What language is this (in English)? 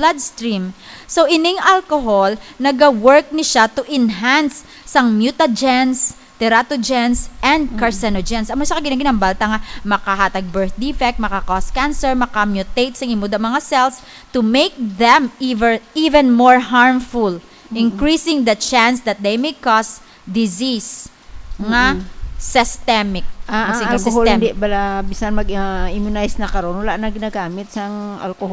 Hiligaynon